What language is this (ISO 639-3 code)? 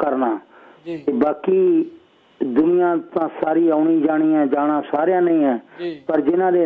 pan